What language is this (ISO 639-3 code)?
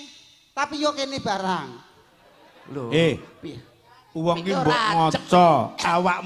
jav